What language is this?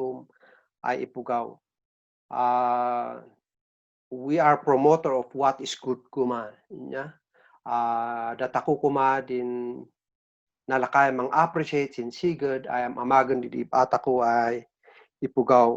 Kankanaey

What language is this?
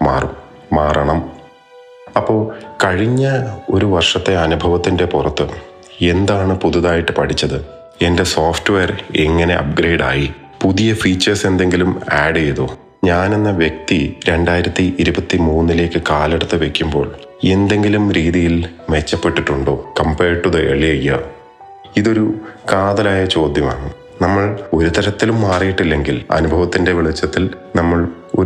Malayalam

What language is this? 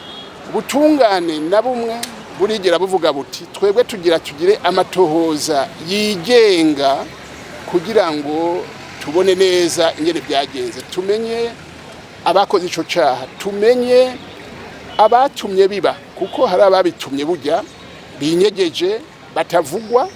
Rundi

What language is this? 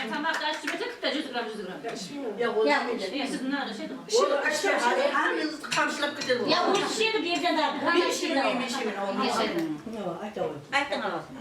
Kara-Kalpak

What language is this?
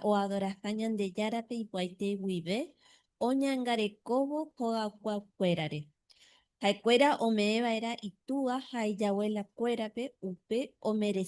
Guarani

